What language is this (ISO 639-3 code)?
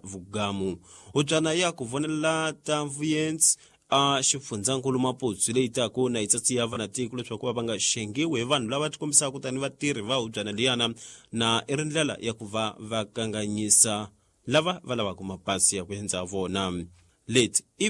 tso